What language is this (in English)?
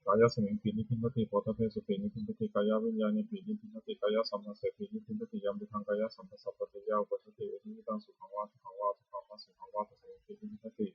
Pali